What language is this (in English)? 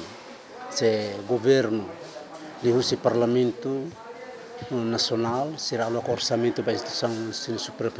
Tetum